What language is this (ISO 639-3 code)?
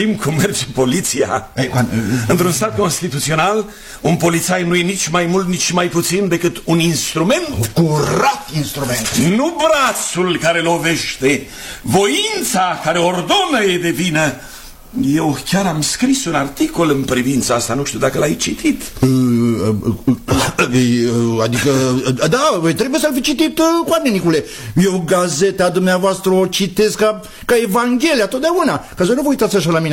ron